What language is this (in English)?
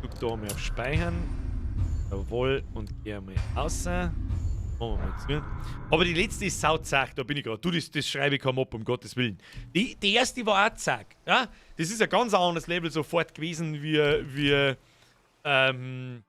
Bavarian